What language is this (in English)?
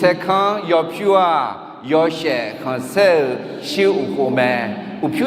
Akha